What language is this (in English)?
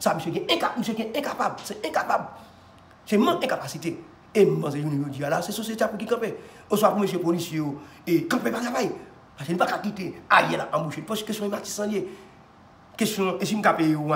Haitian Creole